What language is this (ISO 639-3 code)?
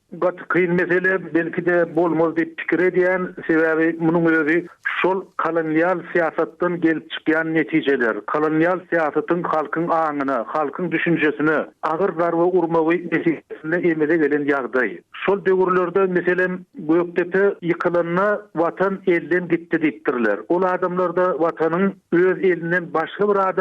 tuk